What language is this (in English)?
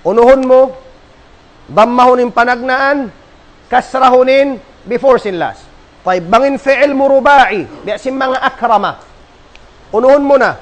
Tausug